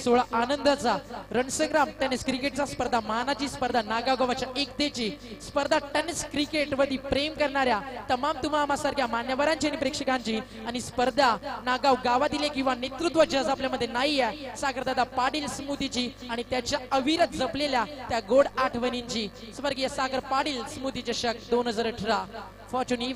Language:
Marathi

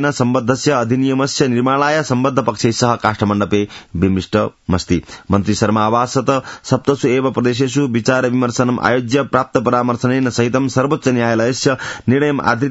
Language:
Sanskrit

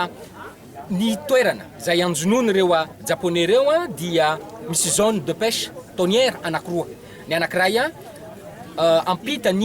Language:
Malagasy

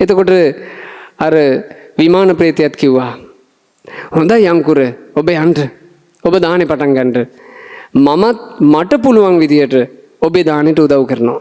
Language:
Sinhala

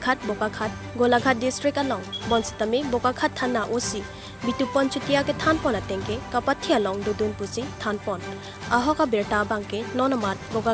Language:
Karbi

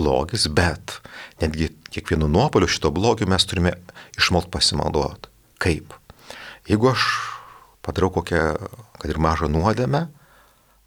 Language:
Lithuanian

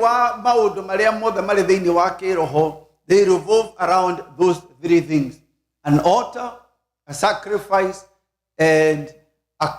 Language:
Kikuyu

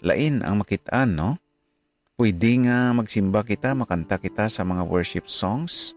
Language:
Hiligaynon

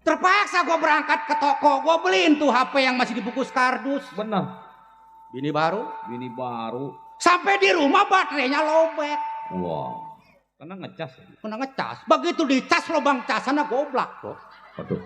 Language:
Betawi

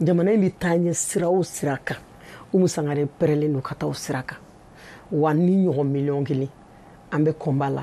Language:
Bambara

